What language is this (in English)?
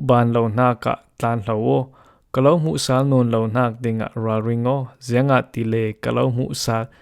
Falam Chin